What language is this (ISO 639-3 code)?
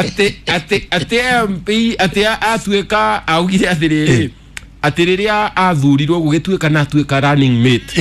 kik